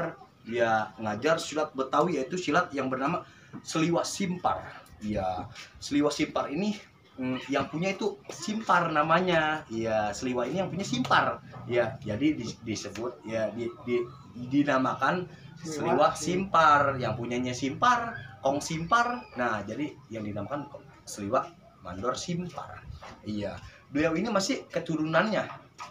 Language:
Indonesian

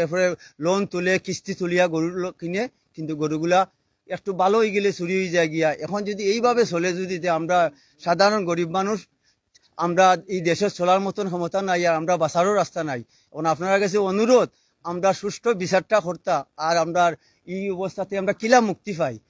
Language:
Sylheti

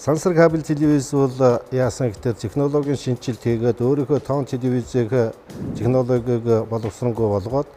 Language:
Mongolian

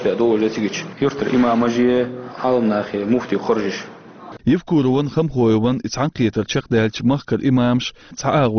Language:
Chechen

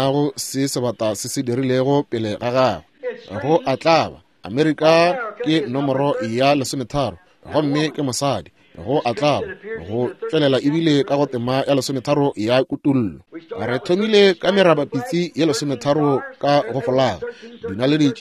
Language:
Northern Sotho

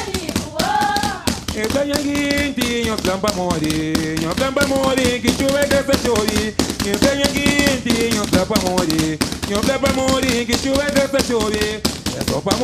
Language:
Kabuverdianu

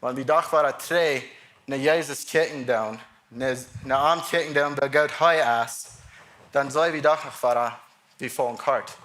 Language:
Plautdietsch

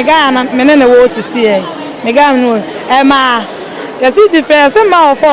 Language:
Akan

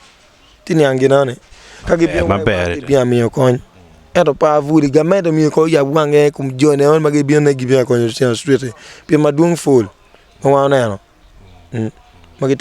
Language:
Acoli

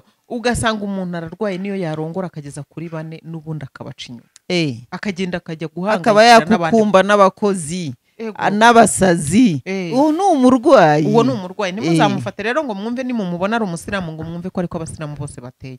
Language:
Kinyarwanda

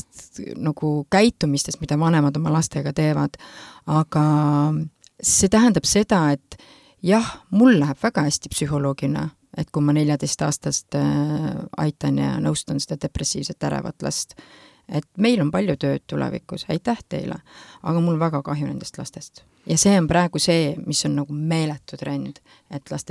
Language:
Estonian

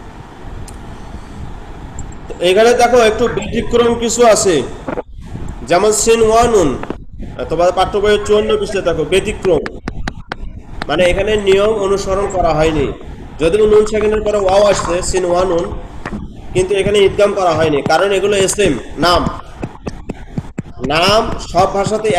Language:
Bangla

